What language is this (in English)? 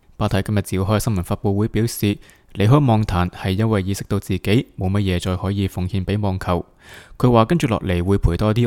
Cantonese